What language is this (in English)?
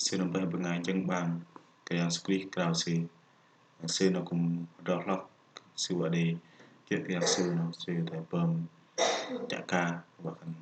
Bahnar